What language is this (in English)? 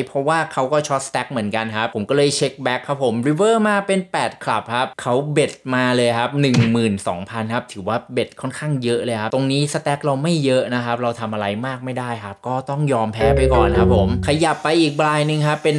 Thai